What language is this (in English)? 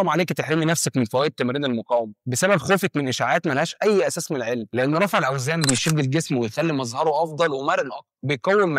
Egyptian Arabic